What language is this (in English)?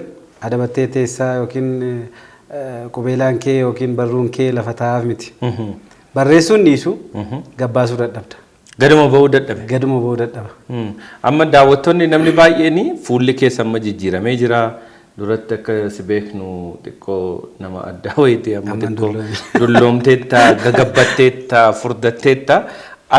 Oromo